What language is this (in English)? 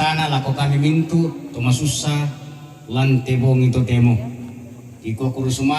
Toraja-Sa'dan